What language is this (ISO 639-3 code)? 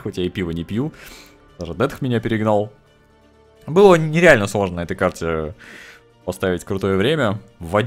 rus